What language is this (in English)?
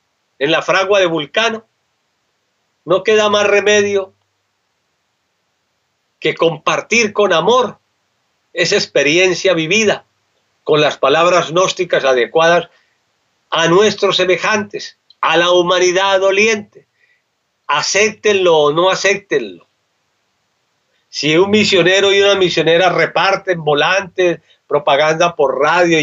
Spanish